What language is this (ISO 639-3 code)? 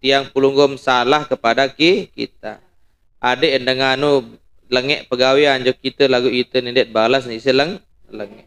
sas